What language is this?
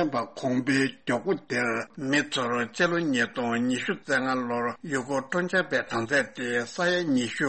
Tibetan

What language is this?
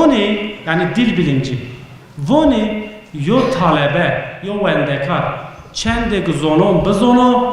Zaza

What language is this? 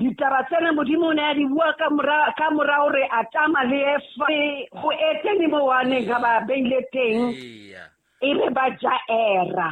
Southern Sotho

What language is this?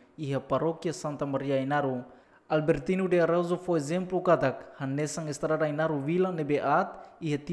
Tetum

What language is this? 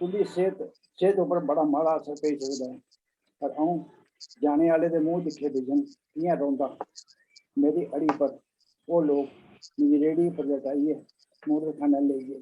Dogri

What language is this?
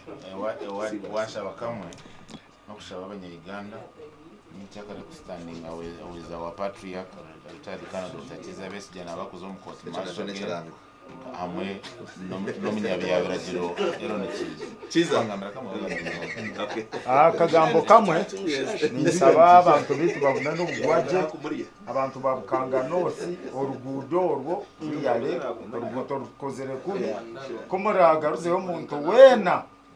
Nyankole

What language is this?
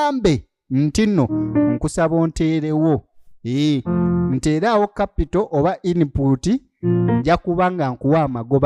Ganda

